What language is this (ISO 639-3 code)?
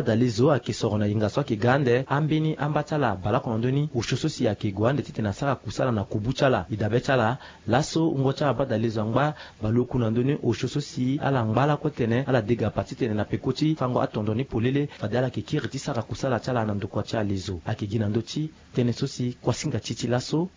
sag